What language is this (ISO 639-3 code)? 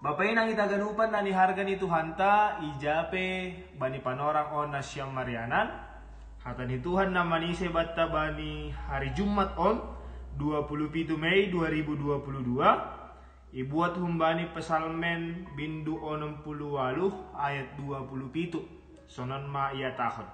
bts